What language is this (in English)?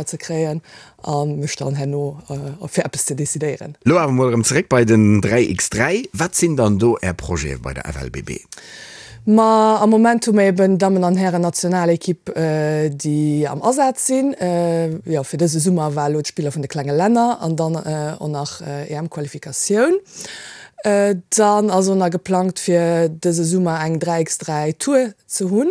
Luxembourgish